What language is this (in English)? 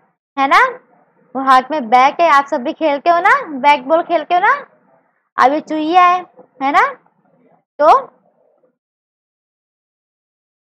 Hindi